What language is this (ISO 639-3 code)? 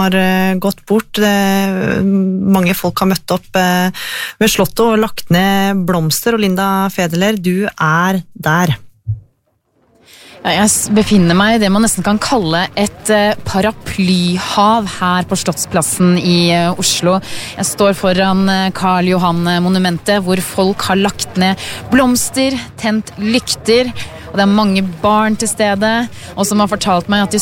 nor